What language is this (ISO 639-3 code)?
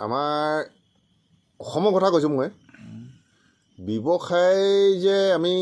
asm